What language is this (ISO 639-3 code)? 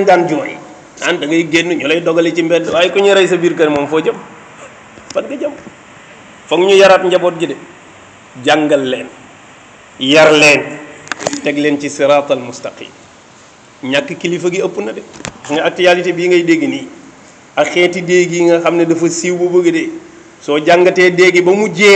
wol